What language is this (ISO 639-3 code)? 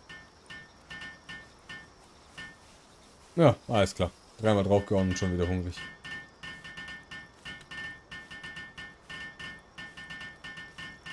deu